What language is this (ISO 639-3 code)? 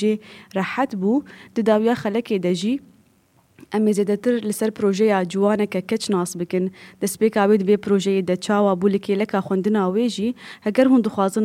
kur